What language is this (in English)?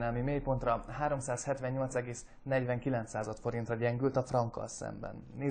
Hungarian